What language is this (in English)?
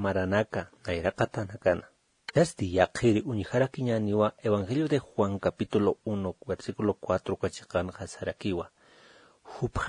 Aymara